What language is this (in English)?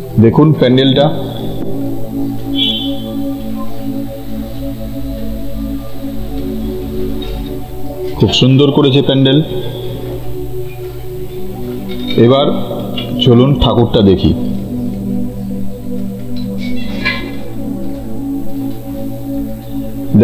Bangla